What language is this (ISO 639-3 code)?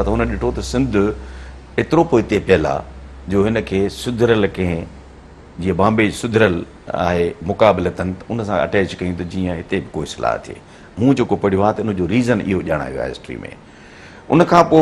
snd